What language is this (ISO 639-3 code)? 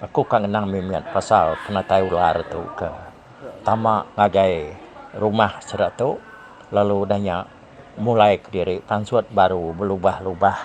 iba